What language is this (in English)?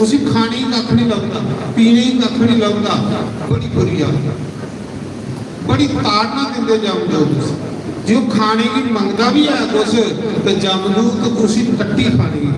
Dogri